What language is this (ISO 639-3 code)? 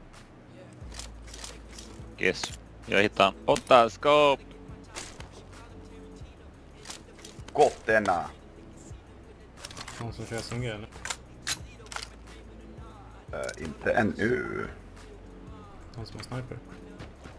swe